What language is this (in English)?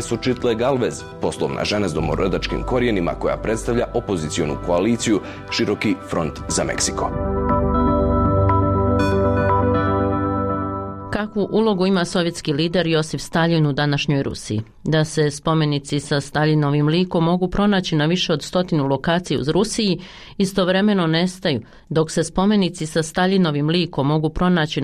Bosnian